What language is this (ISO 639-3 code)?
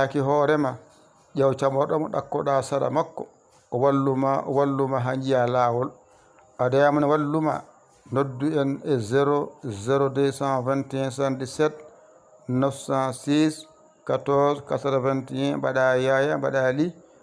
ful